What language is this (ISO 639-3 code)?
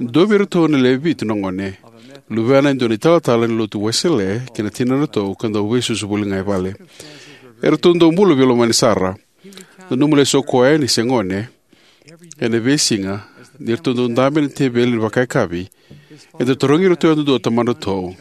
fij